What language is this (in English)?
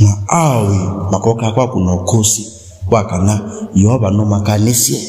Kamba